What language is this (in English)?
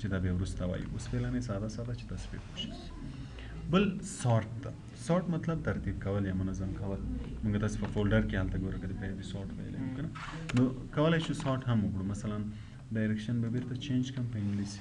Pashto